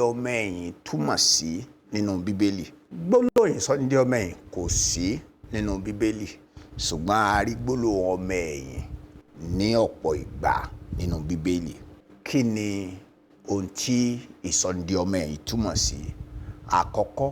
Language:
Yoruba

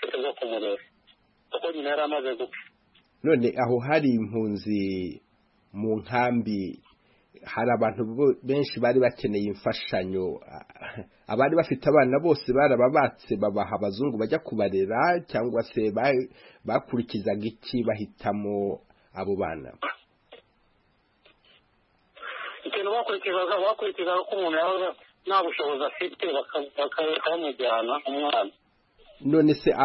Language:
Kinyarwanda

